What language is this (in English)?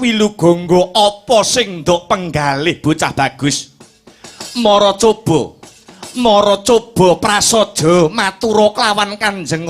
Javanese